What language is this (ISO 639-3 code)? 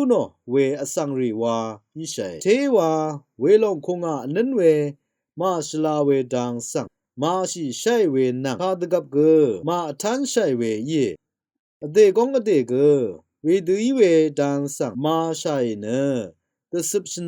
raw